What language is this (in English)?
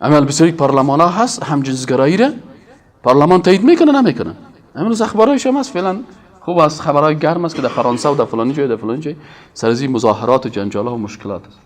Persian